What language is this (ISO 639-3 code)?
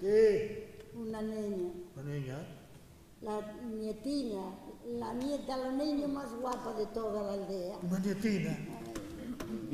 ast